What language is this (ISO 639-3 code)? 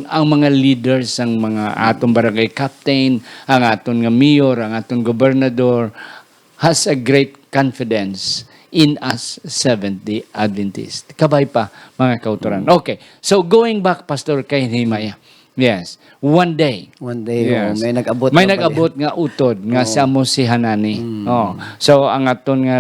hil